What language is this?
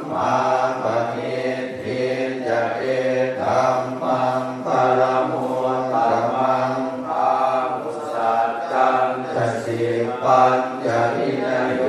Pali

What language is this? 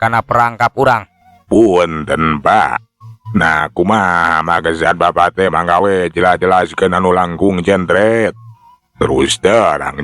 Sundanese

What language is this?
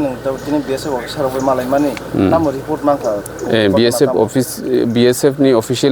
Kok Borok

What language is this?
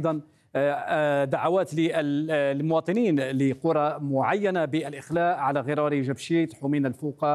Arabic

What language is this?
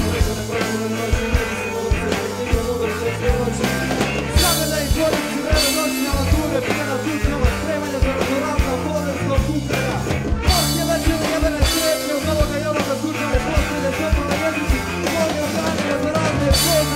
Serbian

